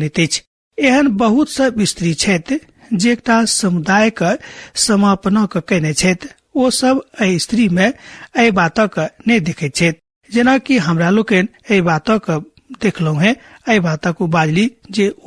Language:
Maithili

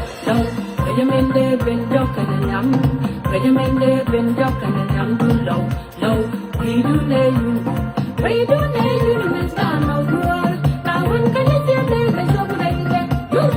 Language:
Nuer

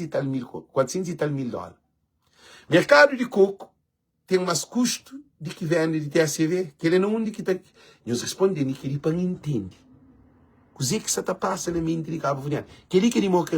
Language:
Kabuverdianu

